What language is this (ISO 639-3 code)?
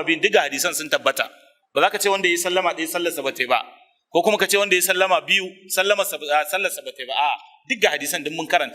hau